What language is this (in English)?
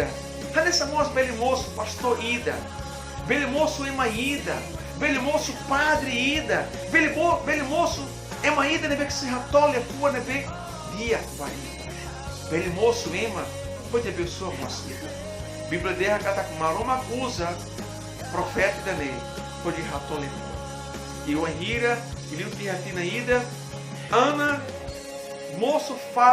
Tetum